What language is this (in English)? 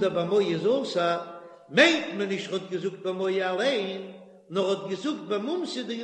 Yiddish